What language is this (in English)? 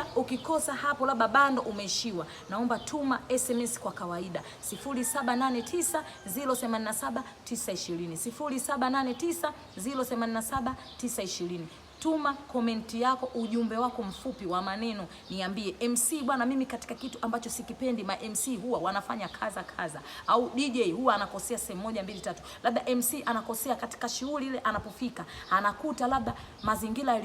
Swahili